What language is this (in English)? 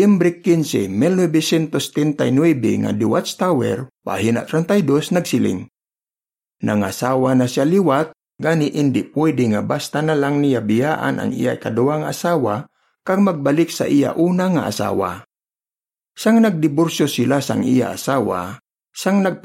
Hiligaynon